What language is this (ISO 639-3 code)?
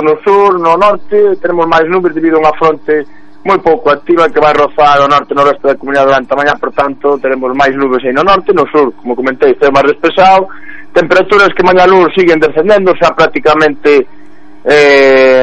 glg